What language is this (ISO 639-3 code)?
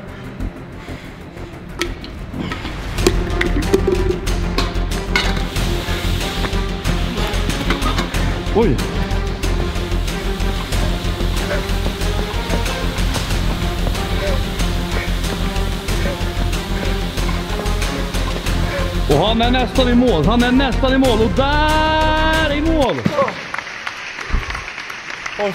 swe